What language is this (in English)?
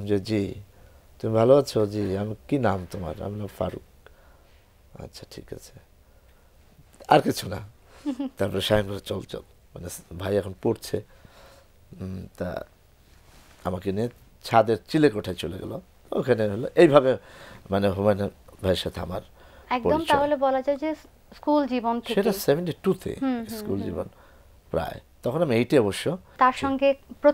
Bangla